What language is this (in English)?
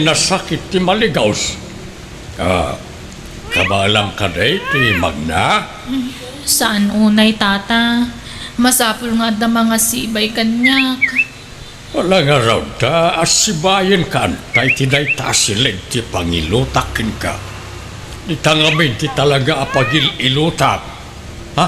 Iloko